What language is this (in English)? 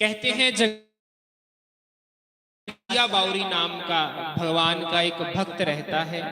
Dogri